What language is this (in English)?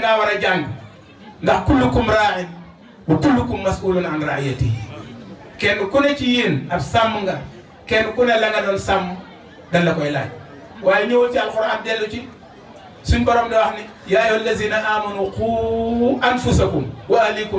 Wolof